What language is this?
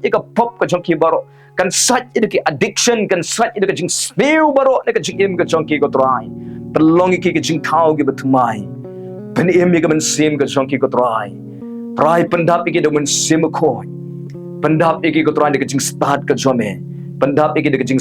Khasi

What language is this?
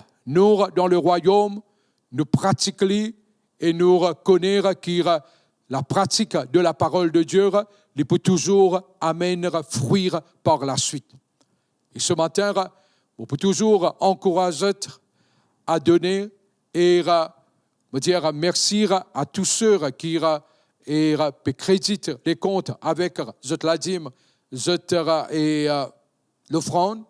Morisyen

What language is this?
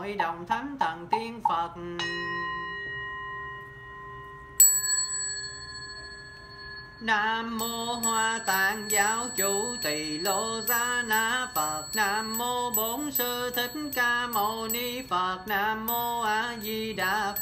Vietnamese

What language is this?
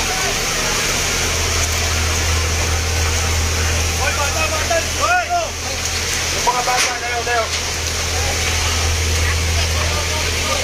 Filipino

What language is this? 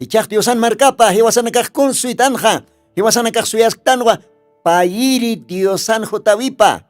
Aymara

